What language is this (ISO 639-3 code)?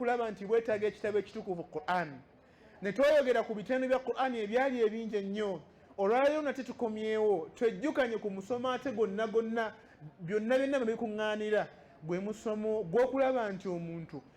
lug